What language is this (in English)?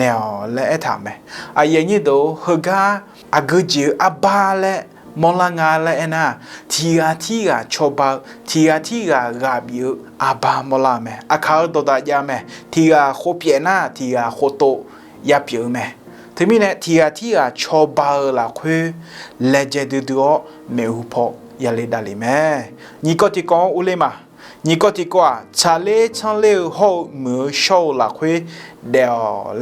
Akha